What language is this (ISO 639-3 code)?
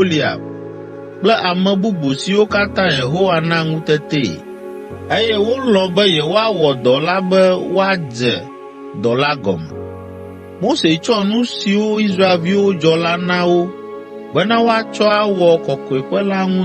ewe